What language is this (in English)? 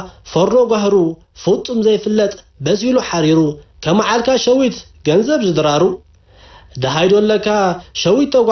Tigrinya